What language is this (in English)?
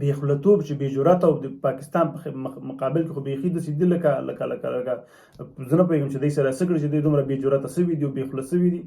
Pashto